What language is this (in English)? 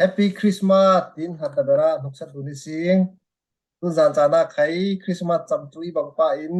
Falam Chin